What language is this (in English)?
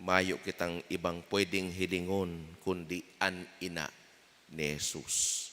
Bikol